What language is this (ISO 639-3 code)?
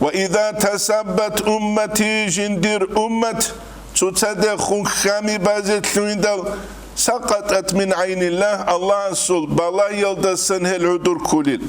ava